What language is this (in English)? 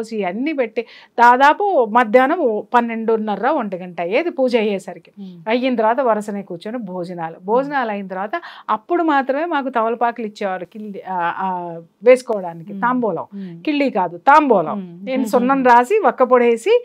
Telugu